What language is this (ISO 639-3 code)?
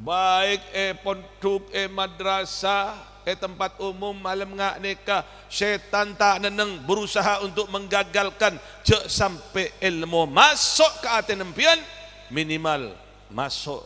mad